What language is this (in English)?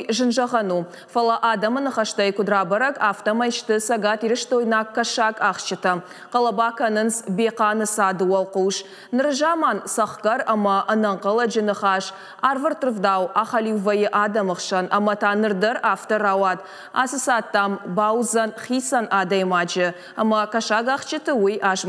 Ossetic